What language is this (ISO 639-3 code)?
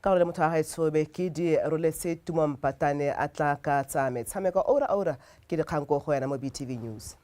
tsn